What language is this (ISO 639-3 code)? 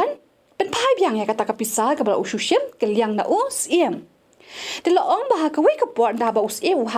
kha